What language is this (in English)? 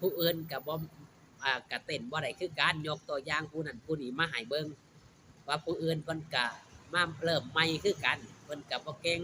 Northeastern Thai